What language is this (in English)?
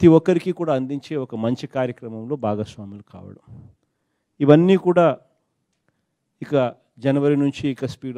Telugu